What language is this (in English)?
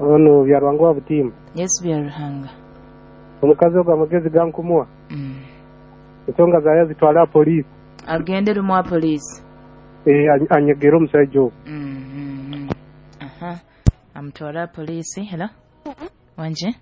Nyoro